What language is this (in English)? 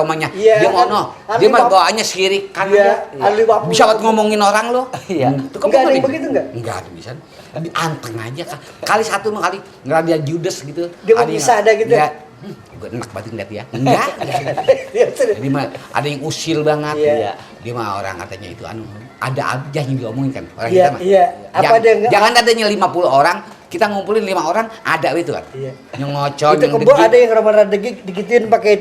Betawi